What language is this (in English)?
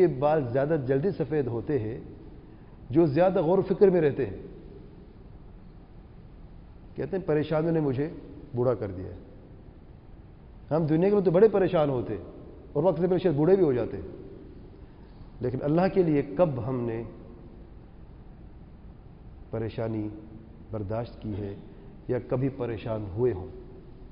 Urdu